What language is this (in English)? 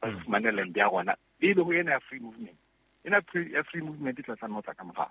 Southern Sotho